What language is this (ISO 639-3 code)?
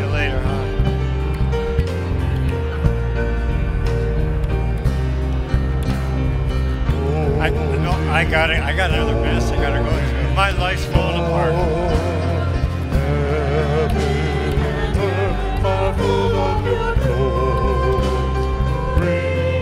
eng